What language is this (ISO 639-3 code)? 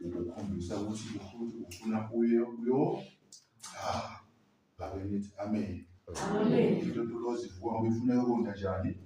zul